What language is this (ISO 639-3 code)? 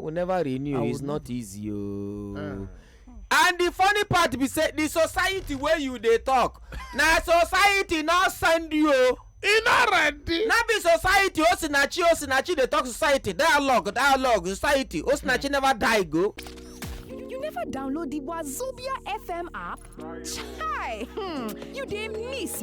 pcm